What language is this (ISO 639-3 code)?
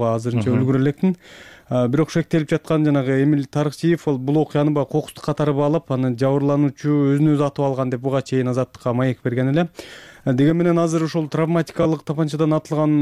kir